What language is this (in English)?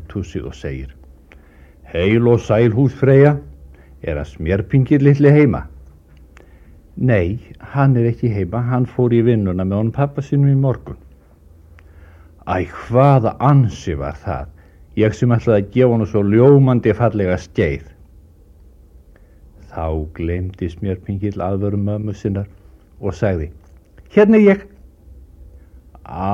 Icelandic